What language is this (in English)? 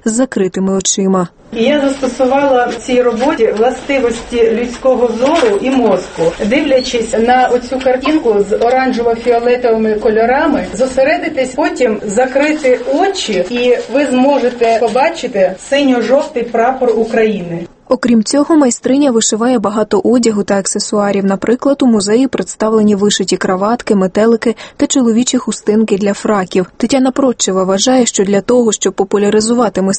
Ukrainian